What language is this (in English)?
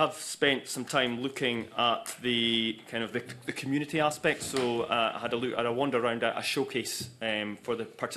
English